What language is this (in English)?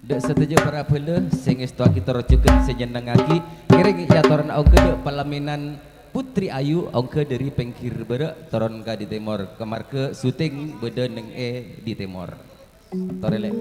Madurese